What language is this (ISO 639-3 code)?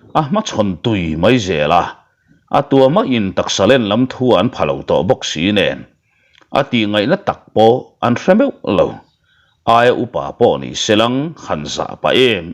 lus